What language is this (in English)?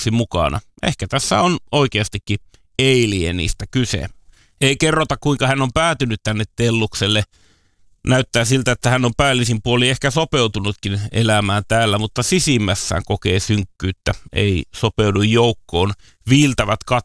Finnish